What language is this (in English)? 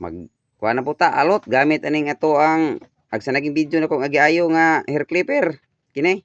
Cebuano